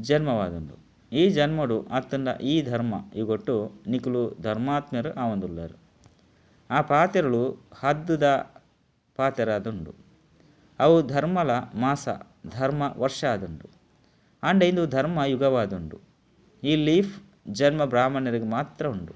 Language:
Tulu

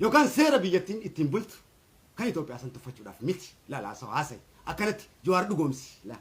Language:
Oromo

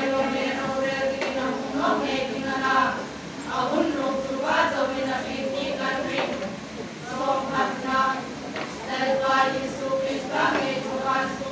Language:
Hmar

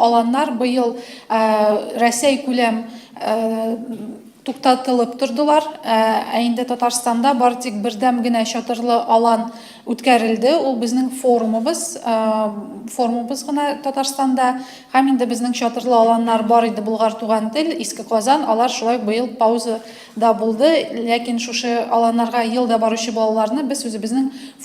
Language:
Tatar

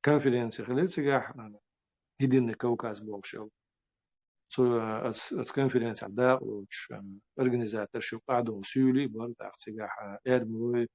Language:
Chechen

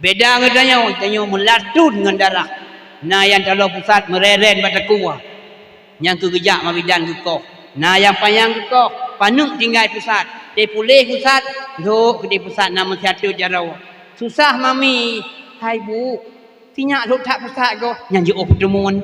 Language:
Achinese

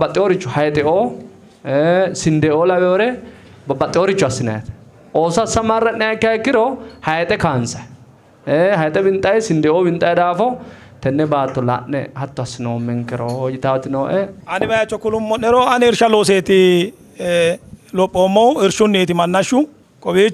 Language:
Sidamo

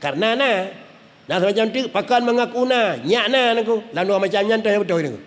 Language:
Achinese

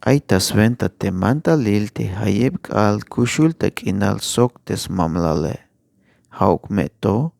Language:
Tzeltal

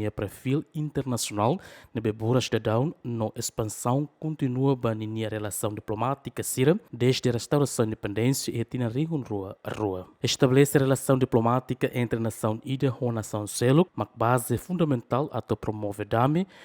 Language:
Tetum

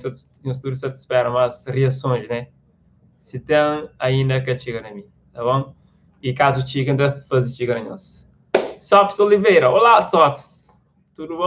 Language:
Kabuverdianu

